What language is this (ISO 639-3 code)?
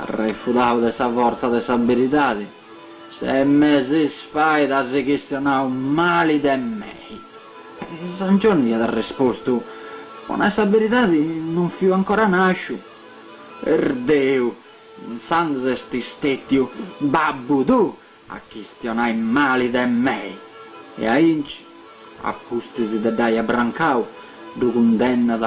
srd